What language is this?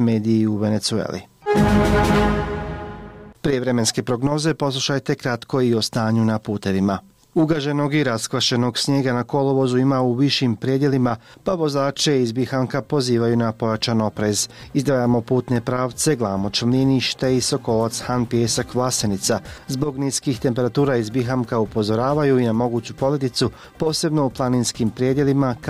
Bosnian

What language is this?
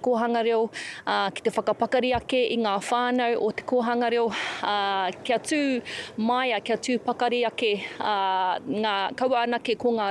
Māori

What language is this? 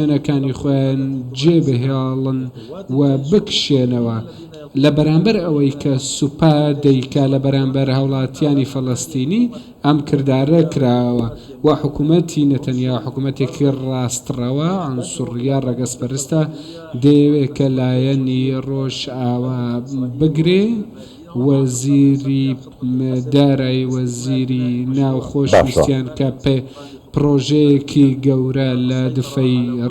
Central Kurdish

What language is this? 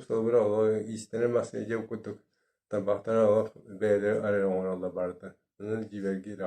Yakut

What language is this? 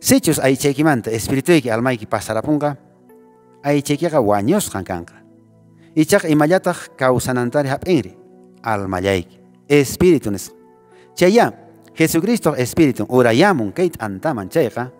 Quechua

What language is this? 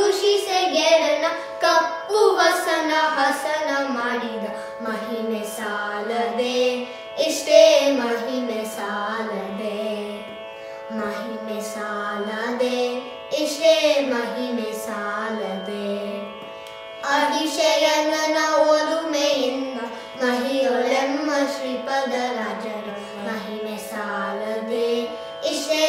Kannada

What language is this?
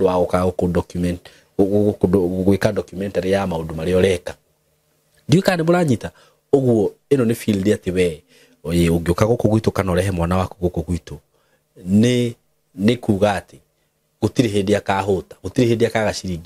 Kikuyu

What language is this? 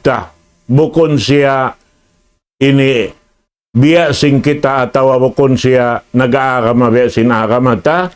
Tausug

